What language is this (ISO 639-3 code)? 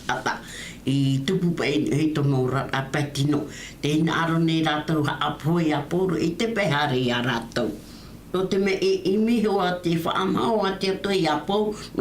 tah